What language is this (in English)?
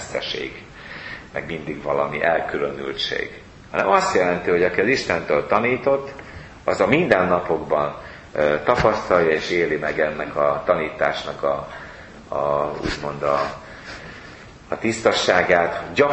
Hungarian